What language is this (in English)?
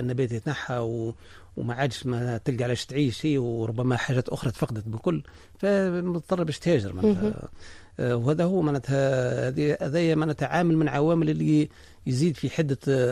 Tunisian Arabic